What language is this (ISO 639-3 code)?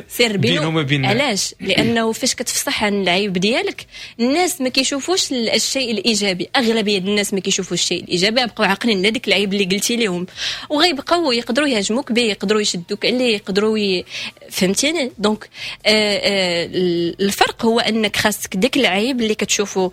ary